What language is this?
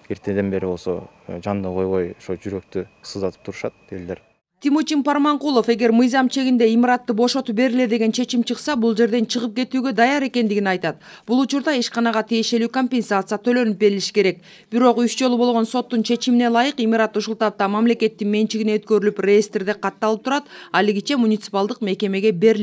Kyrgyz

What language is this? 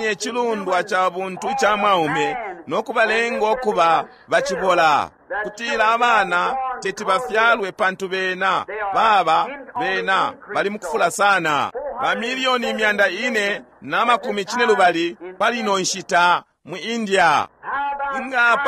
Bemba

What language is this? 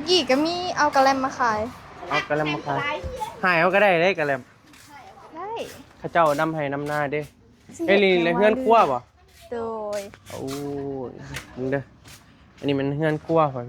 Northeastern Thai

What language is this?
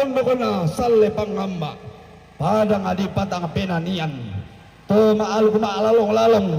Toraja-Sa'dan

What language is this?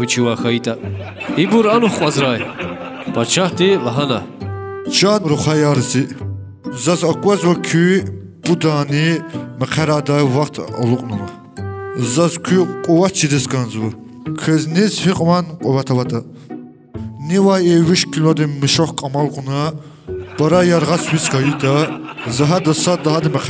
Lezghian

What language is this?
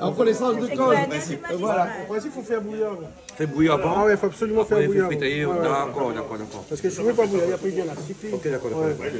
Réunion Creole French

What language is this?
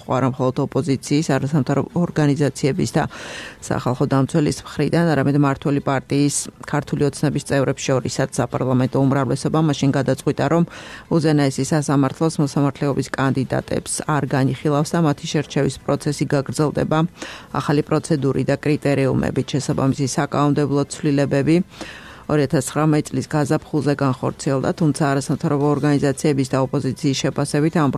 Georgian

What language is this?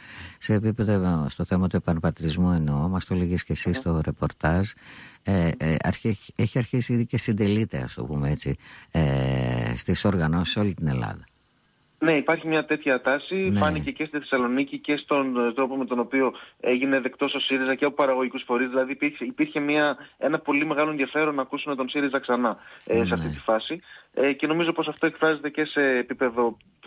Greek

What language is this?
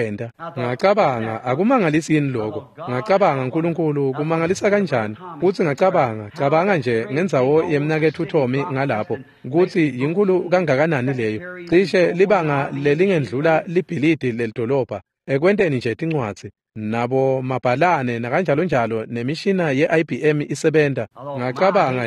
Swati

